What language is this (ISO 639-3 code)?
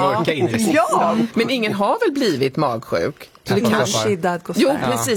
swe